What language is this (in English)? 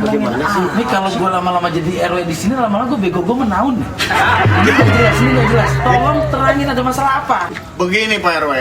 Betawi